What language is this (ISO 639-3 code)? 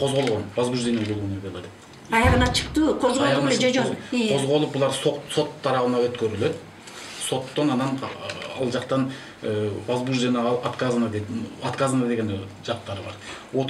kir